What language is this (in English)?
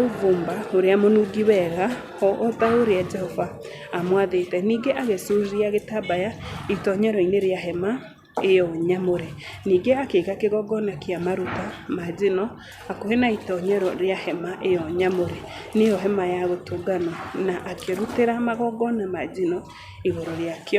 Kikuyu